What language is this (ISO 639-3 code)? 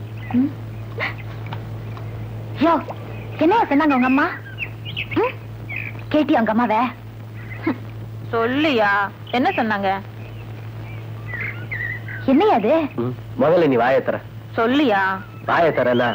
tam